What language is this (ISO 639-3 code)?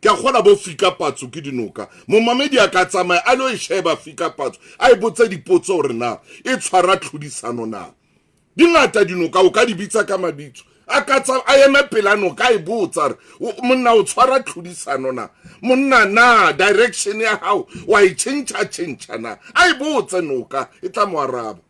sot